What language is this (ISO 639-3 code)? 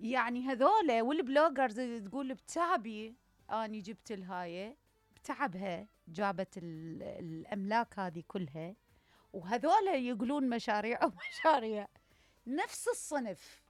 acm